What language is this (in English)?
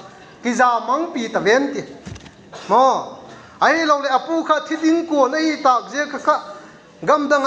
Vaiphei